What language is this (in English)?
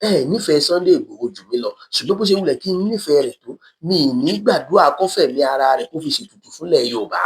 Yoruba